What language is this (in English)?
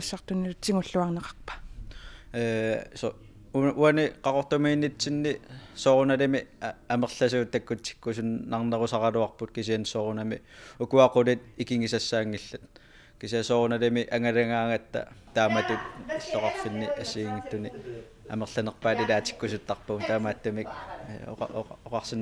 Kalaallisut